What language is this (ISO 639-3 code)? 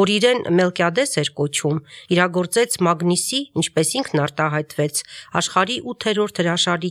hye